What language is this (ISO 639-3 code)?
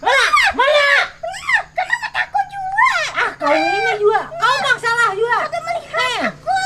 bjn